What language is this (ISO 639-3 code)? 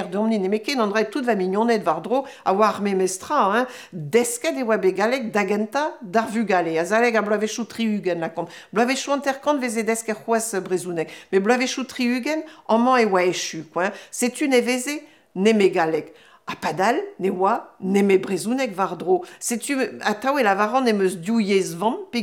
bre